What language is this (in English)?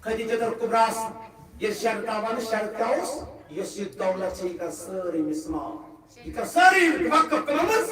Kashmiri